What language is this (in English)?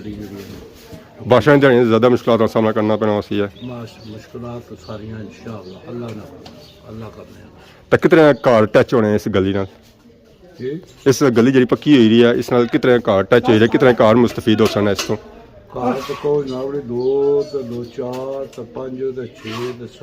Pahari-Potwari